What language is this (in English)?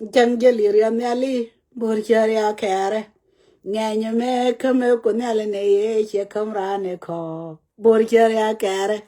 Nuer